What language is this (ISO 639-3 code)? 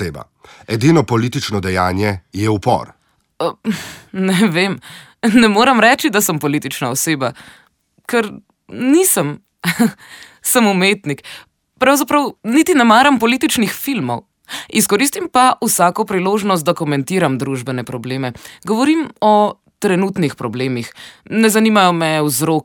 slv